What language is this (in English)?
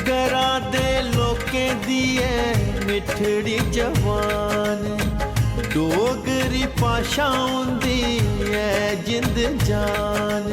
Dogri